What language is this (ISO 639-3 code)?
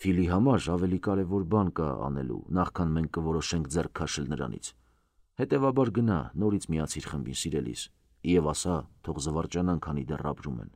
hye